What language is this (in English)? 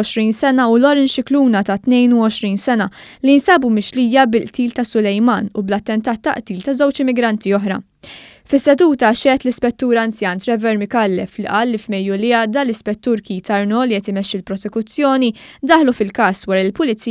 Maltese